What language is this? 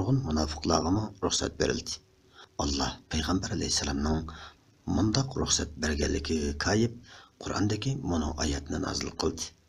Uyghur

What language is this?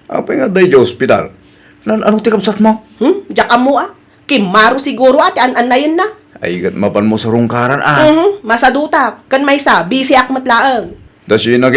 Iloko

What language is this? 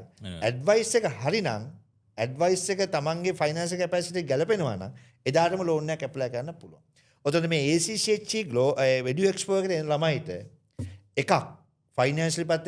Sinhala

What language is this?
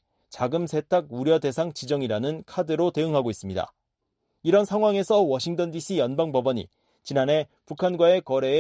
Korean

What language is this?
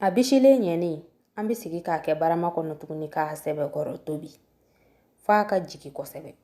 Bambara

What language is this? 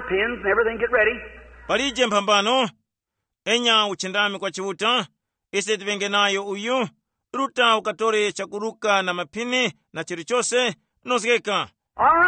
Tumbuka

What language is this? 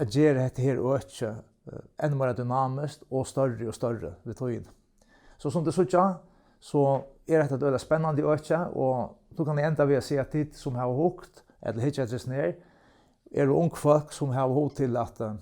Faroese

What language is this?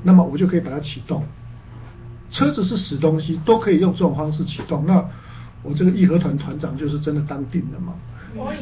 Chinese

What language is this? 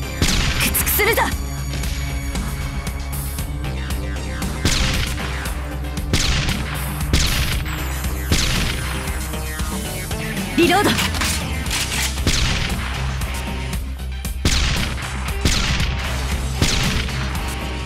Japanese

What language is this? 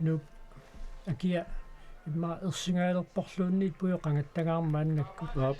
Kalaallisut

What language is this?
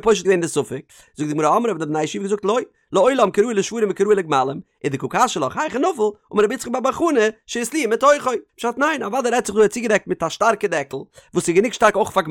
Yiddish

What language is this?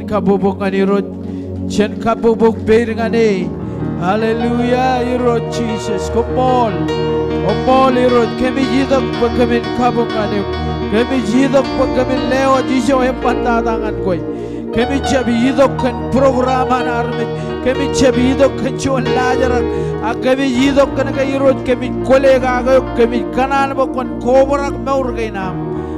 Marshallese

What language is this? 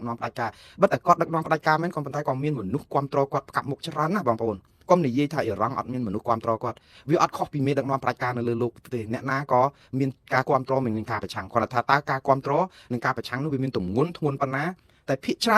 Khmer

